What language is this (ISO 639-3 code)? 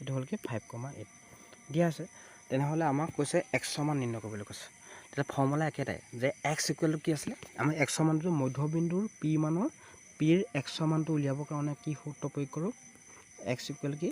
asm